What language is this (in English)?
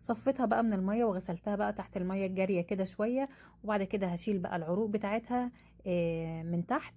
Egyptian Arabic